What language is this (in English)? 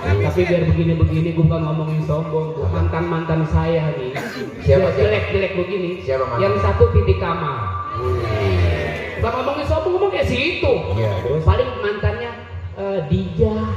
Betawi